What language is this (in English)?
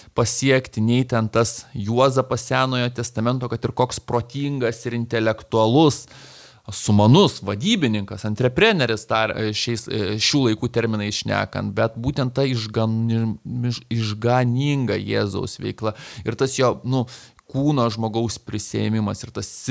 Lithuanian